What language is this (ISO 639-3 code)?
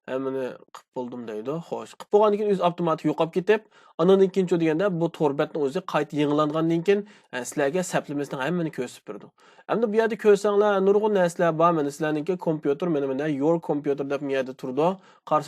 uig